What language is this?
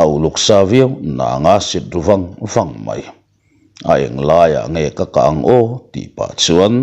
Mizo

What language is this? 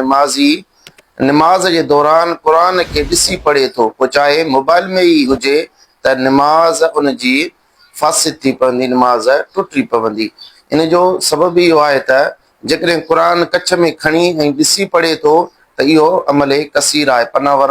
Sindhi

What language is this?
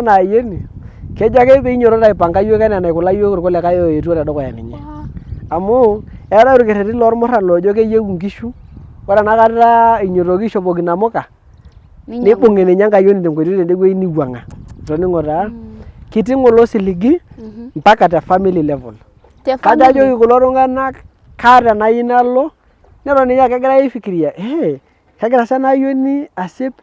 Masai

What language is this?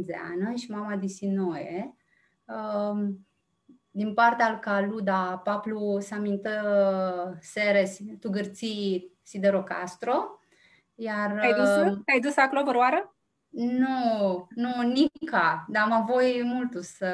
Aromanian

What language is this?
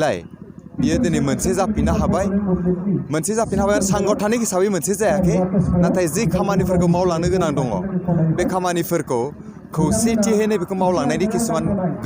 Bodo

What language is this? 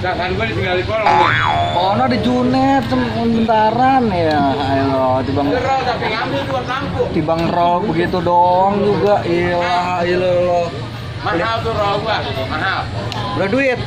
Betawi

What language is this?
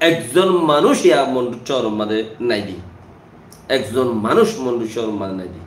Rohingya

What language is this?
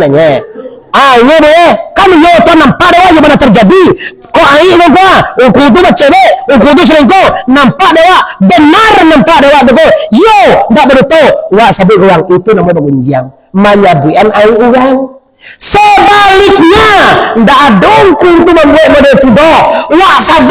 Minangkabau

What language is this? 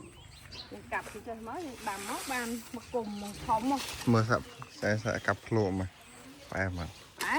Khmer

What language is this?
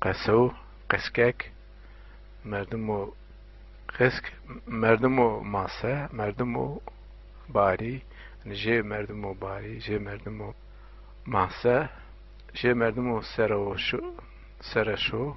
Zaza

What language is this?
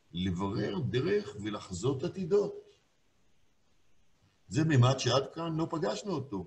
Hebrew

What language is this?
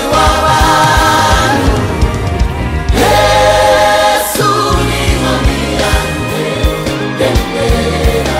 Kinyarwanda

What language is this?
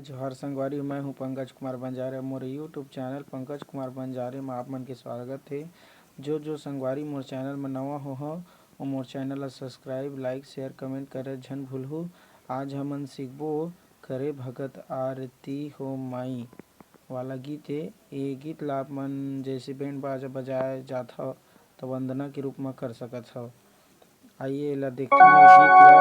Chhattisgarhi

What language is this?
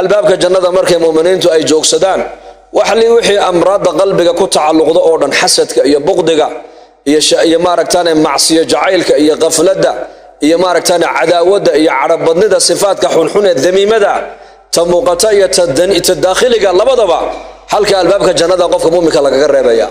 Somali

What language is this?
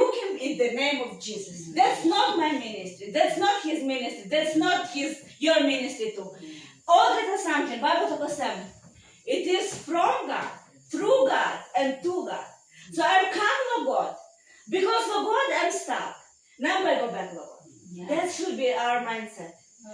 Tok Pisin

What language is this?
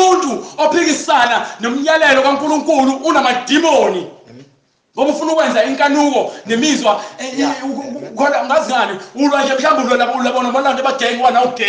Zulu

